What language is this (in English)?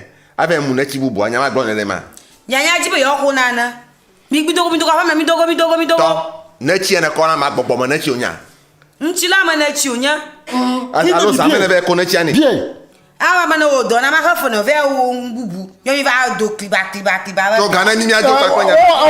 Ewe